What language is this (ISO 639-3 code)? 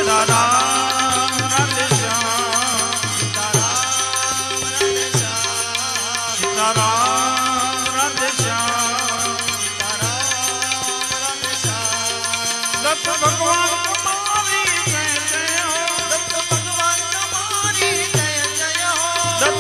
guj